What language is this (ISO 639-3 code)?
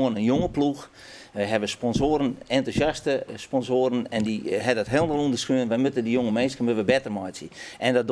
fry